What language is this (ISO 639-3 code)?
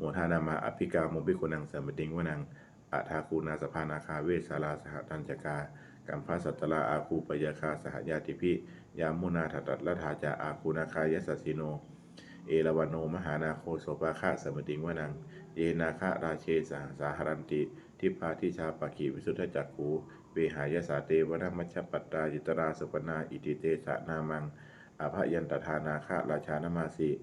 pli